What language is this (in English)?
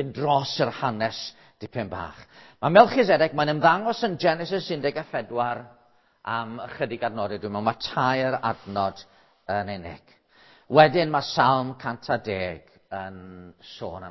Welsh